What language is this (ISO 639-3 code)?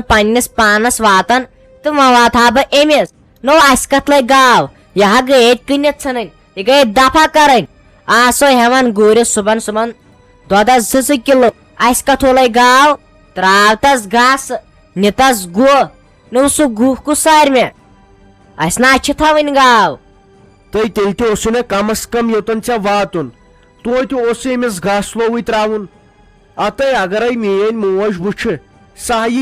kas